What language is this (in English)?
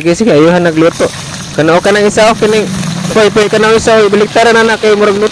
Cebuano